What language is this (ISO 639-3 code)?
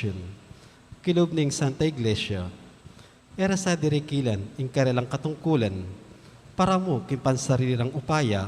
pam